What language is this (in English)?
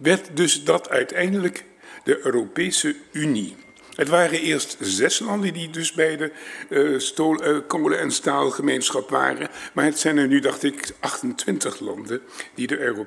Dutch